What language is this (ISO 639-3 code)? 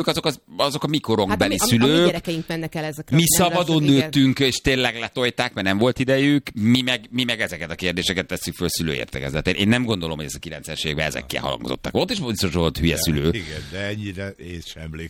hun